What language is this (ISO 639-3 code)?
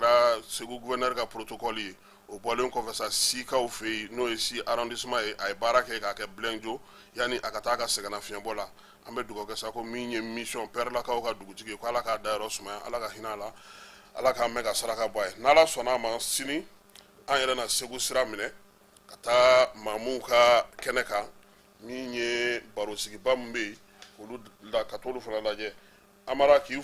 bam